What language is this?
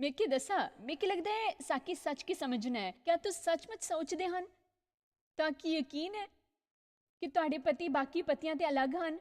Dogri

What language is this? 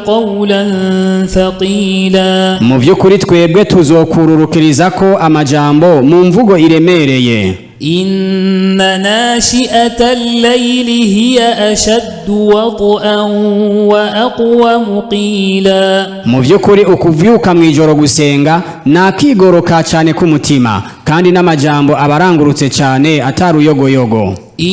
Rundi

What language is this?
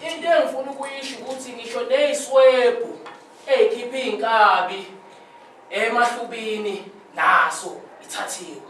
Zulu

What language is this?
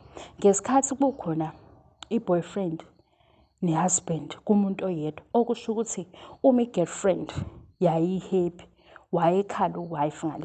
Zulu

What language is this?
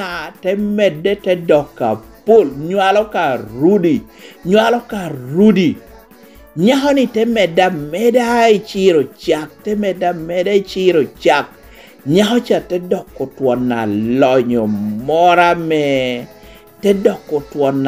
Lango (Uganda)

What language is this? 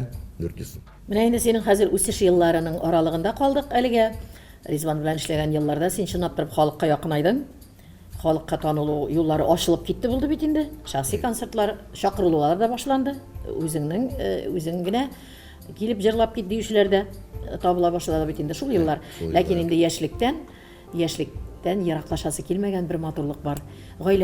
Tatar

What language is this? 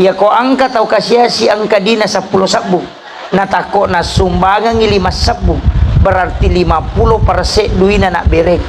Buginese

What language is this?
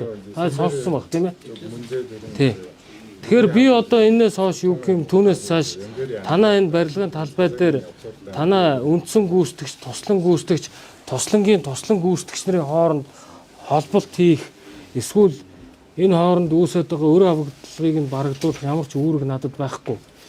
Mongolian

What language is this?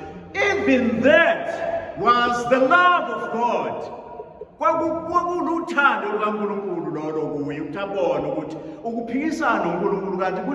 Zulu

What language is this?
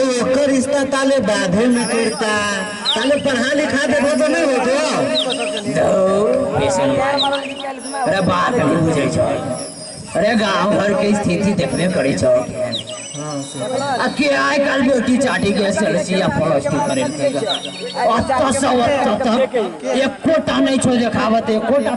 Maithili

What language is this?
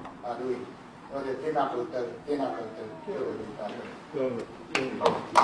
Māori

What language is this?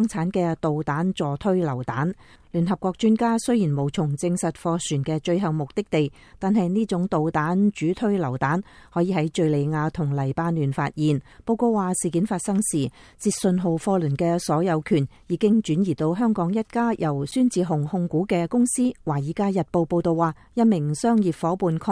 Cantonese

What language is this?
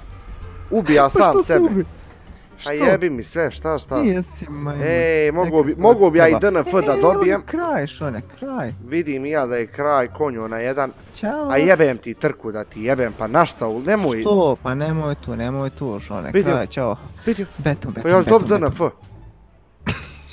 Bosnian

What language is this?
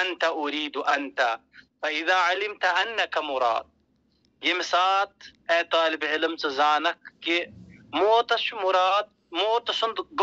Kashmiri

